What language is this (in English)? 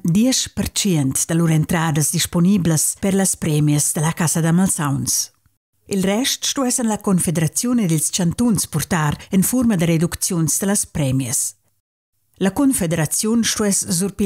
Romansh